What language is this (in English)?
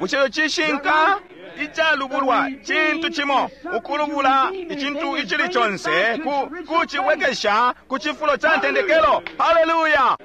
Bemba